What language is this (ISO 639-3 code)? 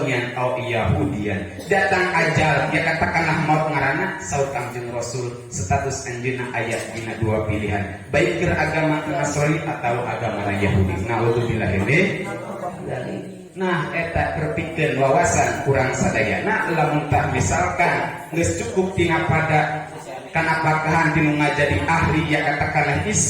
sun